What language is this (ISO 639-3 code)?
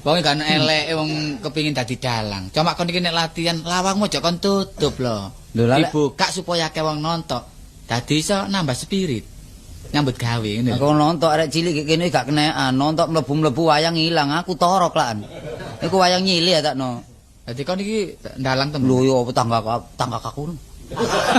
jav